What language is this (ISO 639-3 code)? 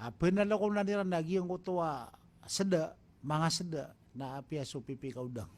mrw